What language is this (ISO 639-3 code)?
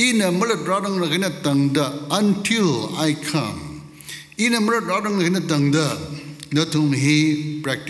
nmf